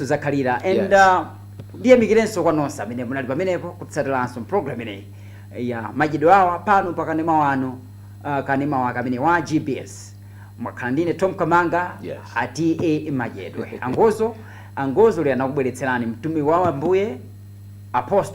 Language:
Nyanja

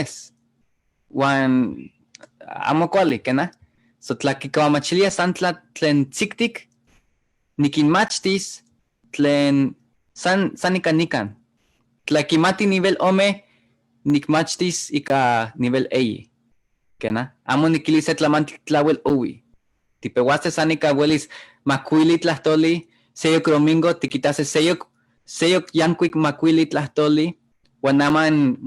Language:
Eastern Huasteca Nahuatl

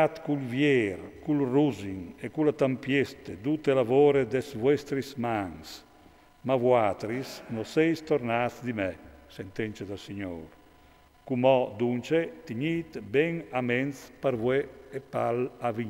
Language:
Friulian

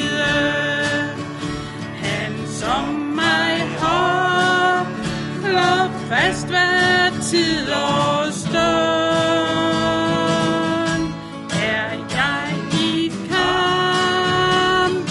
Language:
Danish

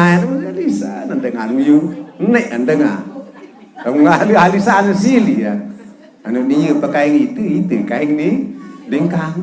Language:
Sasak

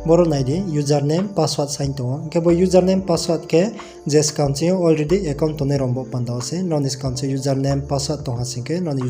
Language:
Riang (India)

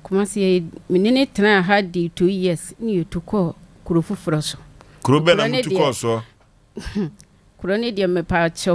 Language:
Akan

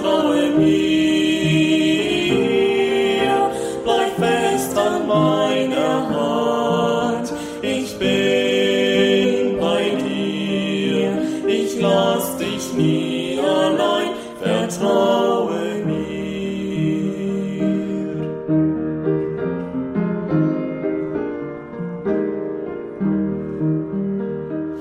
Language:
German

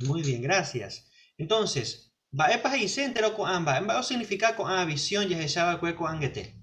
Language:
Guarani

